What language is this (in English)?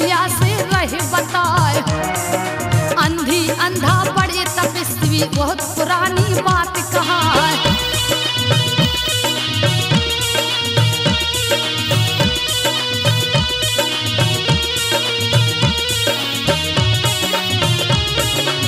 Hindi